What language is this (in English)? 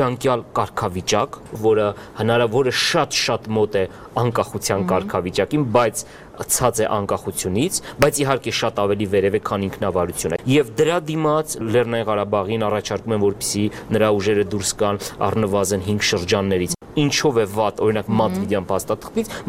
Armenian